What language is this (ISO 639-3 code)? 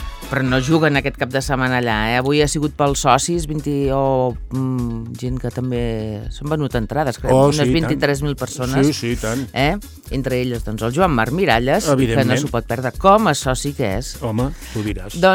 cat